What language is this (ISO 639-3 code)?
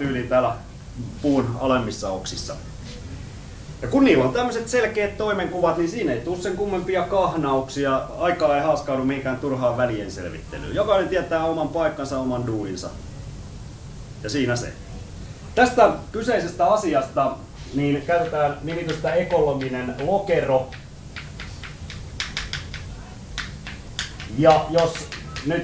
fin